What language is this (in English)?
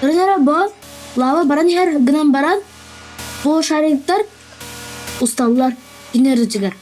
Yakut